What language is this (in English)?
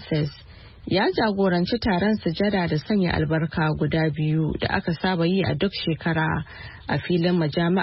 Hausa